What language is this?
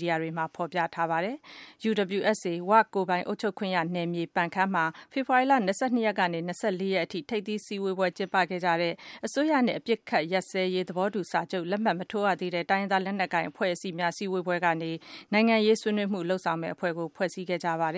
Burmese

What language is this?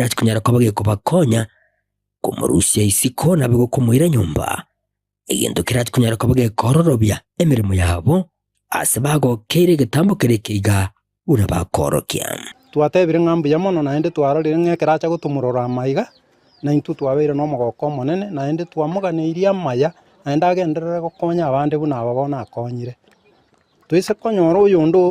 Gusii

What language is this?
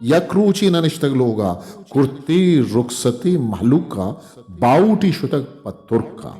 Eastern Balochi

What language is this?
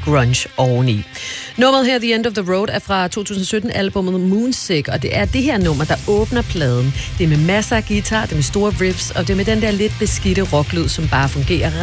Danish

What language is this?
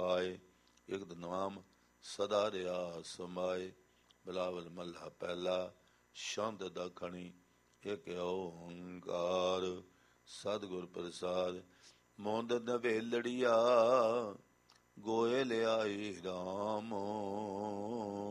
Punjabi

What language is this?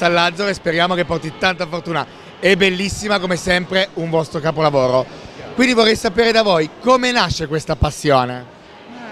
Italian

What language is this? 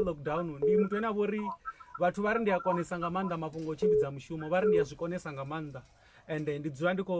Venda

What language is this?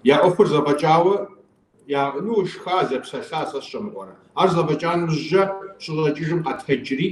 Kabardian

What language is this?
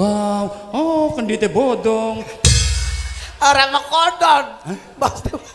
Javanese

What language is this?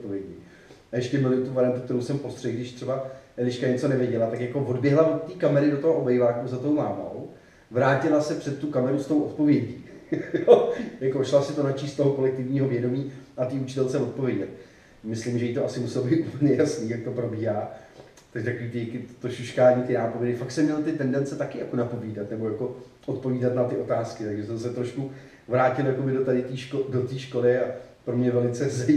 Czech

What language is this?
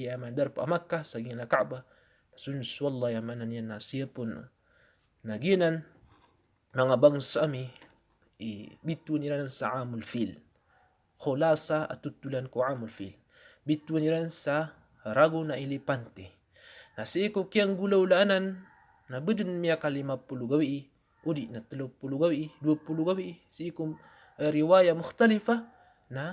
Maranao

